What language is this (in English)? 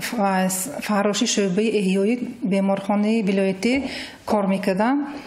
Tajik